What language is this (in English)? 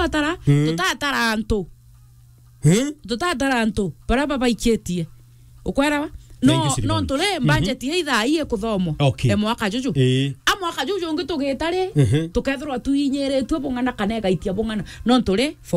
Meru